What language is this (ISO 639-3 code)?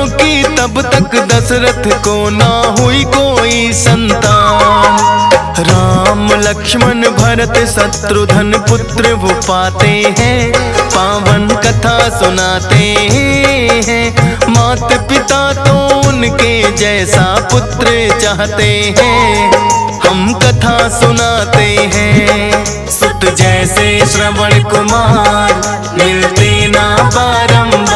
hin